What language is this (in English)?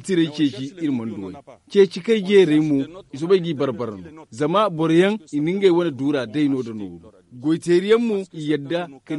Zarma